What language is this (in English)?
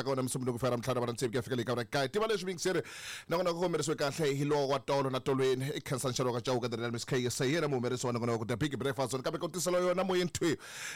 Tsonga